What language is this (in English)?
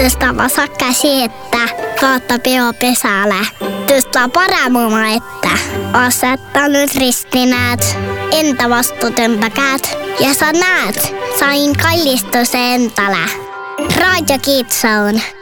Estonian